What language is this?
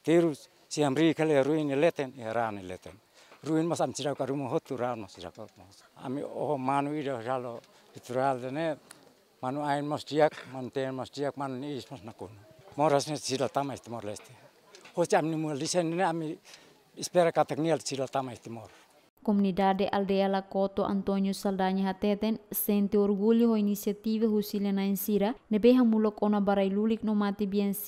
Tetum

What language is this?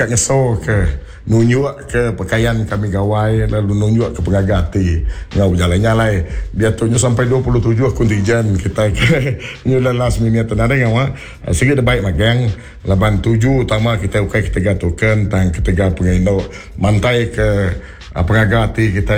Iban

